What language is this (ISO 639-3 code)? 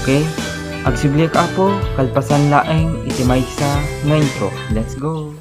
ilo